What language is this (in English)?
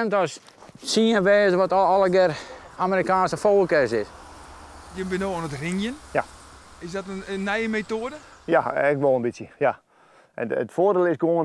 Western Frisian